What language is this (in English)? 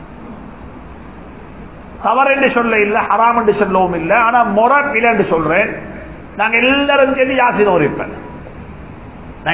Tamil